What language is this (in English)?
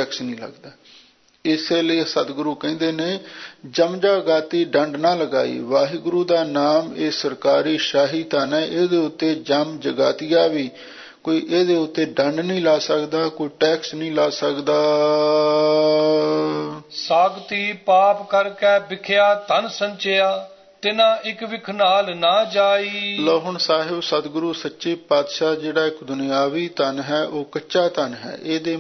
Punjabi